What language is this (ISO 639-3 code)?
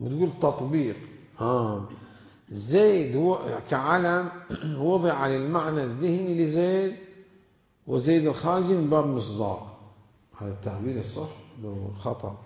acm